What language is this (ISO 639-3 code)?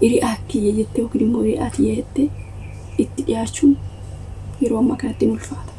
orm